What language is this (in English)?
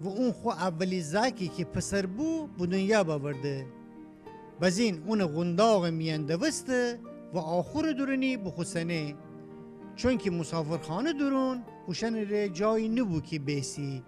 Gilaki